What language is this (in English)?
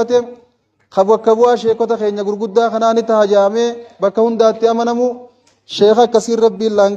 Oromo